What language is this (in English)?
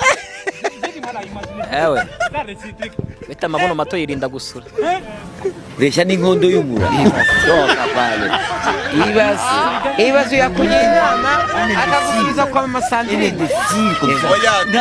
Kinyarwanda